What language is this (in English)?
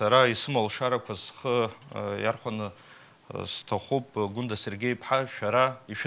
Abkhazian